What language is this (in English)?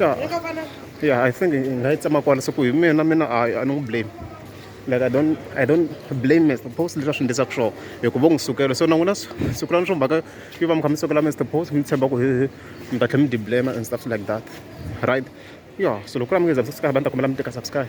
Tsonga